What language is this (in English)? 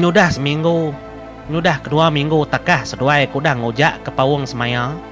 Iban